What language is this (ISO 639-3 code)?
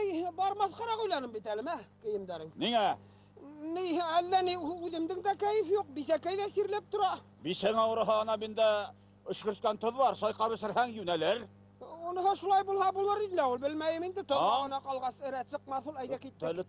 bak